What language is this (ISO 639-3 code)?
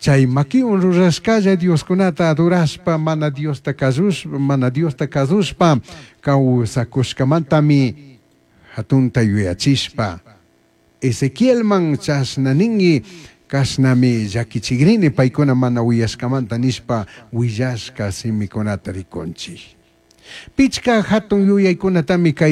qug